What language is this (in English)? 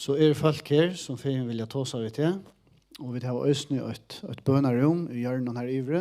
Faroese